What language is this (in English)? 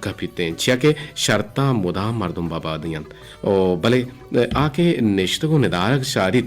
Eastern Balochi